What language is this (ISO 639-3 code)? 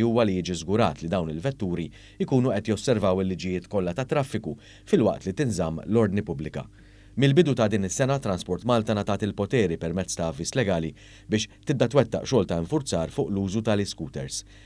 mlt